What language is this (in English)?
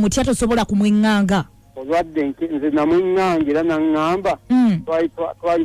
Ganda